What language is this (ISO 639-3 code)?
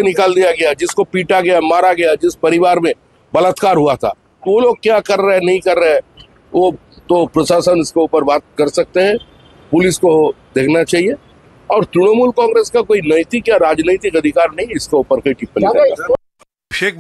hin